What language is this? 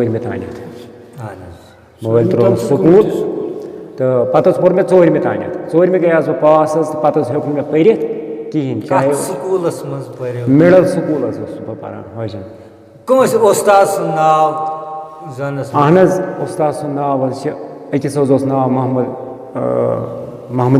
Kashmiri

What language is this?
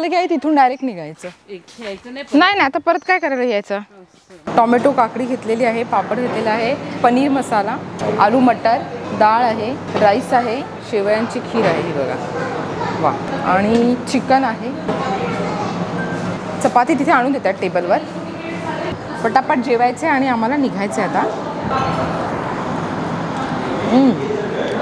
Marathi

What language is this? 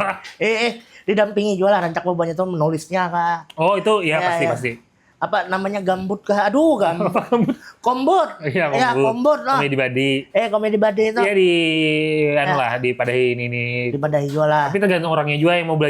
Banjar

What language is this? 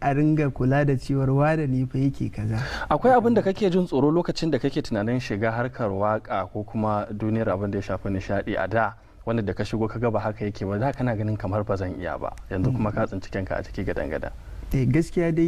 Hausa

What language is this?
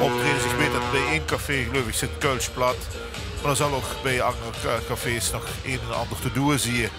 Limburgish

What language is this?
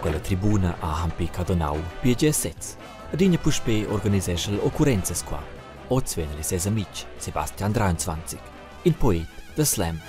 Romansh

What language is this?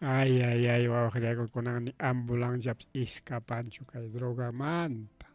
Ayacucho Quechua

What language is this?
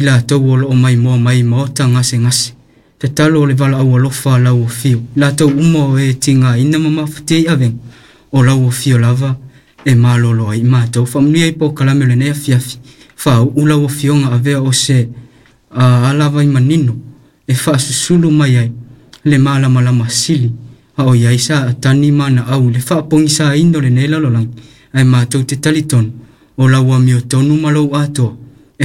Samoan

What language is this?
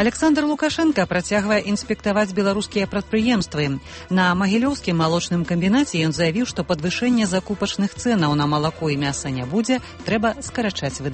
Belarusian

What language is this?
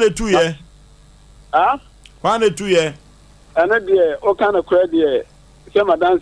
Akan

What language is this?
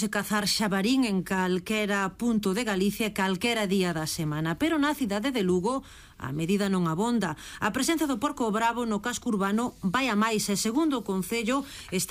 Galician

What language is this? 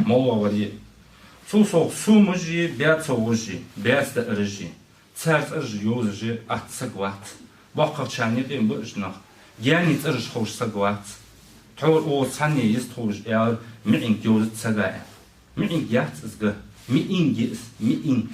Ingush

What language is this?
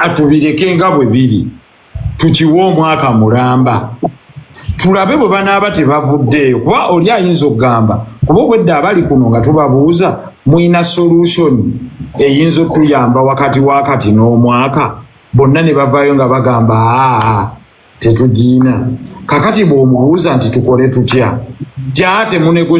Ganda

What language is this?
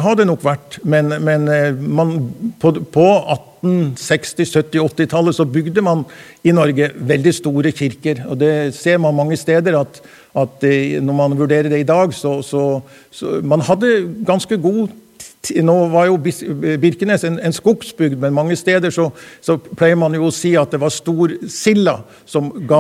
Norwegian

